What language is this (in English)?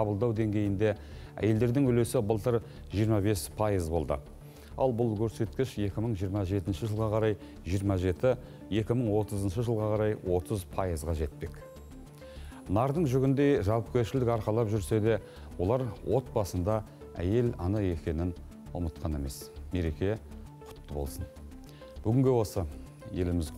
Kazakh